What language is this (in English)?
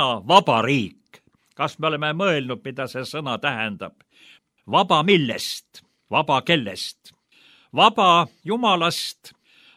Estonian